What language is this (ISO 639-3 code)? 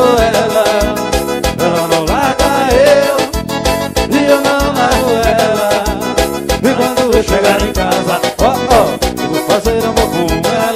por